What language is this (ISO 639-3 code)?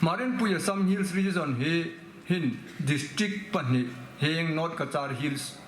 hmr